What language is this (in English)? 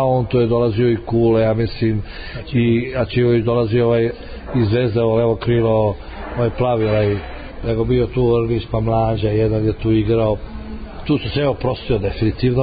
Serbian